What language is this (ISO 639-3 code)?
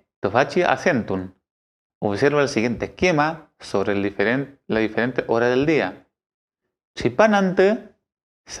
arn